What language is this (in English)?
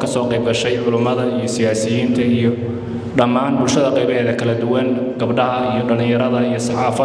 Somali